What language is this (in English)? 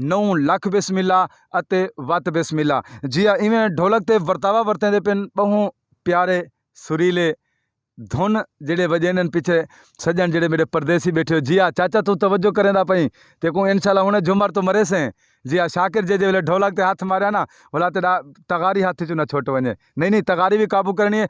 Saraiki